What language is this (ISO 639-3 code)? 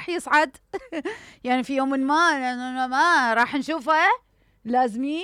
acm